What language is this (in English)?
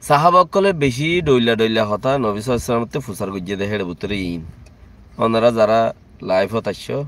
Rohingya